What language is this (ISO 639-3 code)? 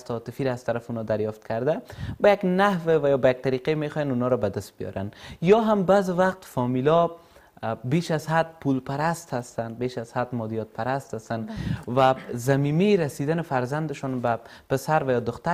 fas